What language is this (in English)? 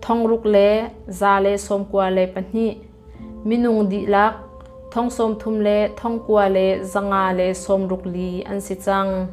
Hakha Chin